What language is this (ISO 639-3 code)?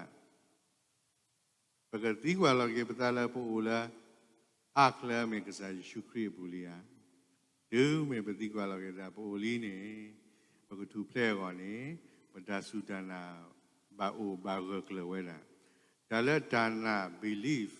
ksw